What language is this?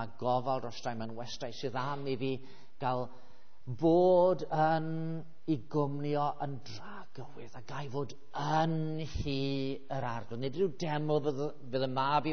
Welsh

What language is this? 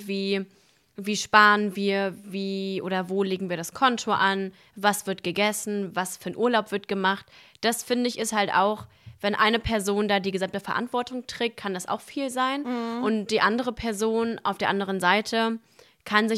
German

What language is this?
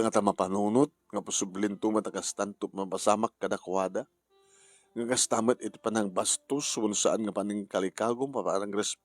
Iloko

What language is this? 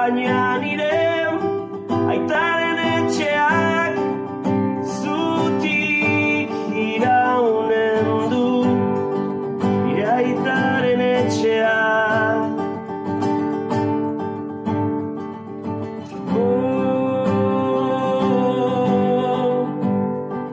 Basque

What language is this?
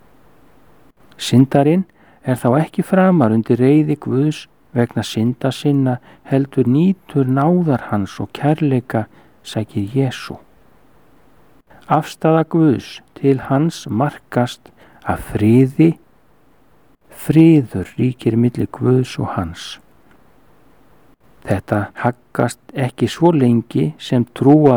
Icelandic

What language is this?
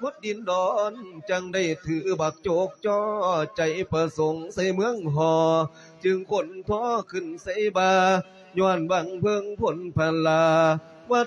Lao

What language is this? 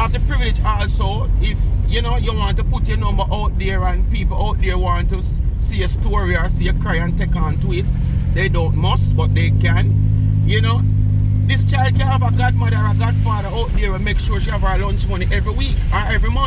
Jamaican Creole English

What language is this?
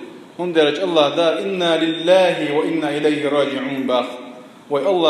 Chechen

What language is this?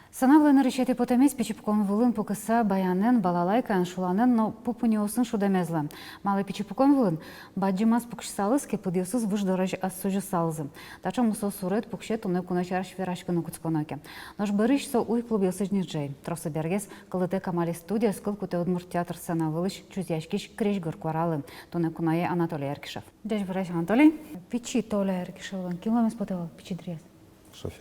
Udmurt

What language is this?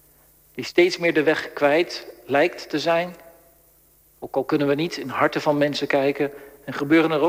Dutch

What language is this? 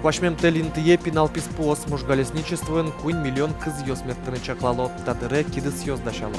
Udmurt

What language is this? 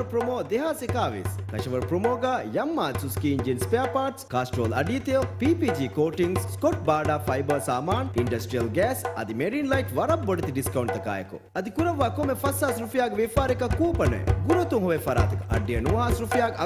Divehi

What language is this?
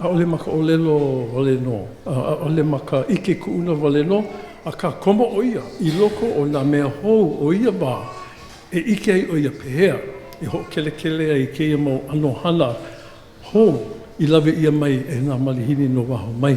Hawaiian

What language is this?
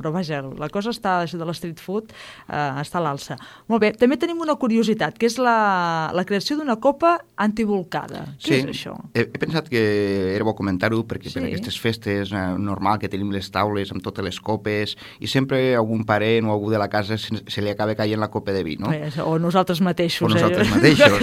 Catalan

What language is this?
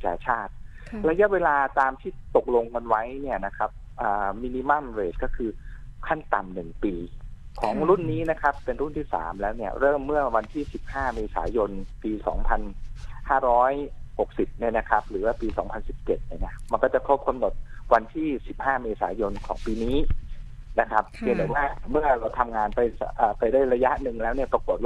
Thai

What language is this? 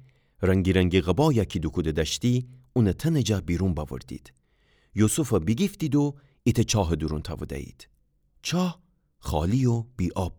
Gilaki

